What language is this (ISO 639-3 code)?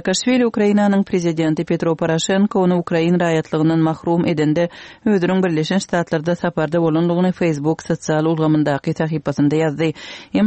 tuk